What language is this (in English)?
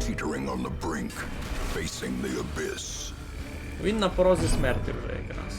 Rusyn